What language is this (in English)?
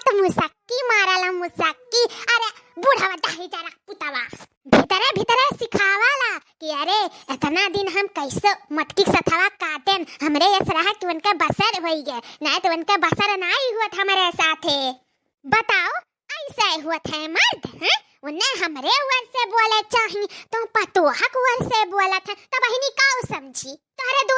Awadhi